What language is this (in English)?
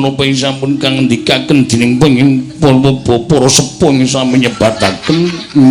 Javanese